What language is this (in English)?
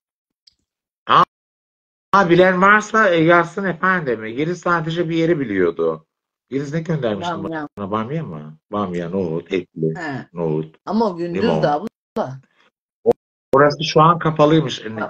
Turkish